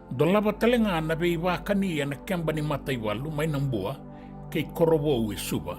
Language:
Fijian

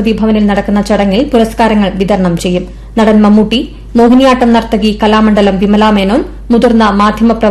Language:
Malayalam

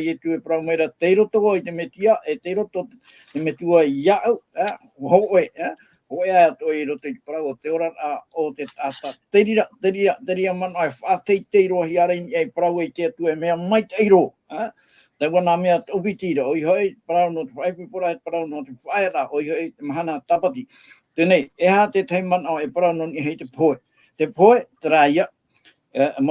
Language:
Tahitian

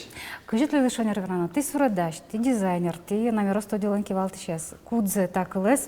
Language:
Udmurt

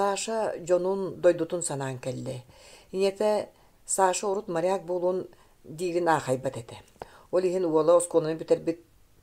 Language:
Yakut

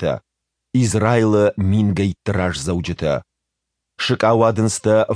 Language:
Ossetic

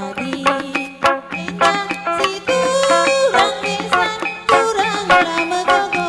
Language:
Batak Karo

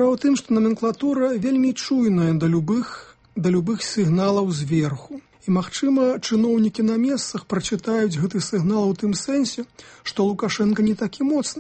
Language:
Belarusian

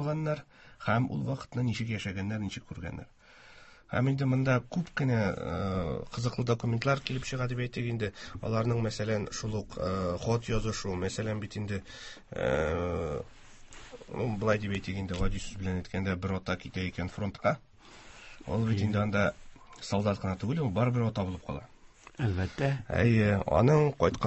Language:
Tatar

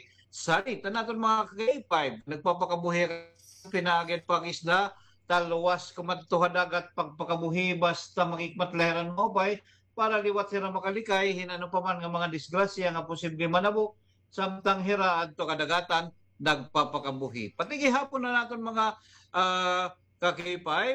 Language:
Waray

